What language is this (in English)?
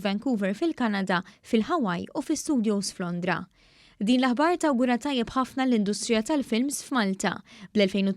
Maltese